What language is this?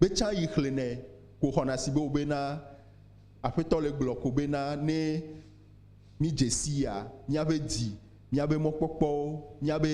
Ewe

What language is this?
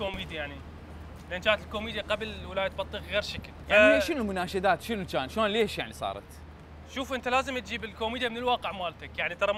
Mesopotamian Arabic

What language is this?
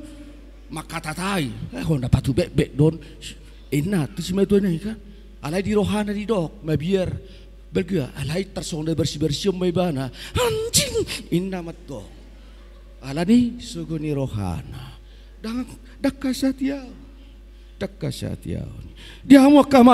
Batak Toba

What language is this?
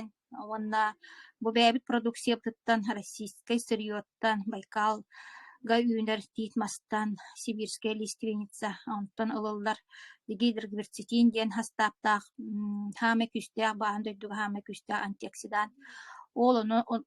Yakut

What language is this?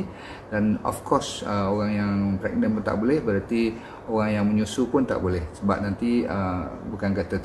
Malay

